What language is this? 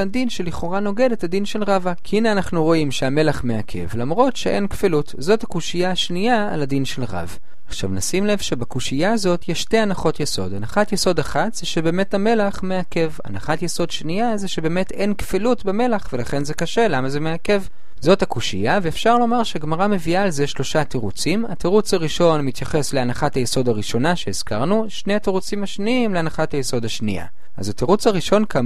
Hebrew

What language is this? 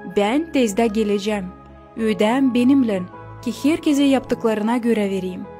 Gagauz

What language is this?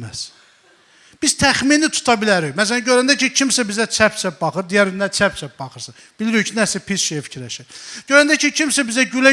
Azerbaijani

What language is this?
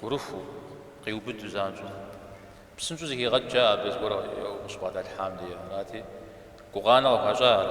Kabardian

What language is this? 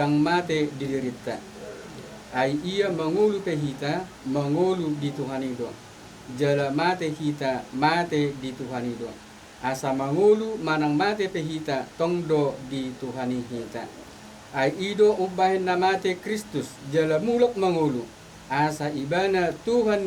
Batak Toba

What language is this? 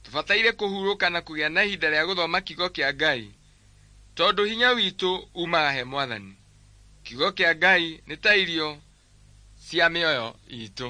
Kikuyu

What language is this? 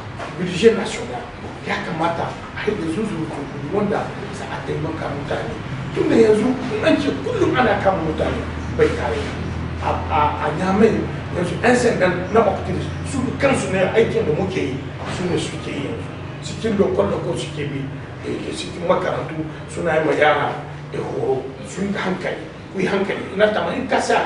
Hausa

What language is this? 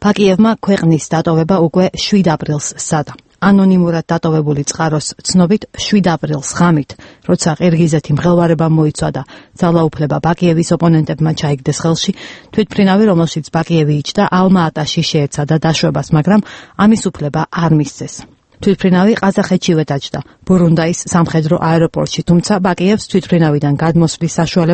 Georgian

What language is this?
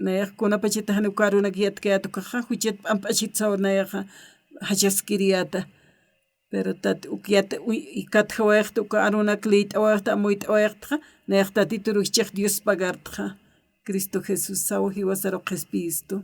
Aymara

